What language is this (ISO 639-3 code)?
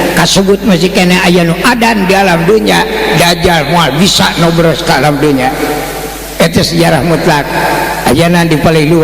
sun